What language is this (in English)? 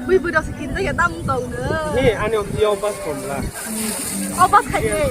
Kok Borok